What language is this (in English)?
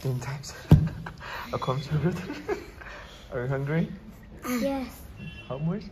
Tangkhul Naga (India)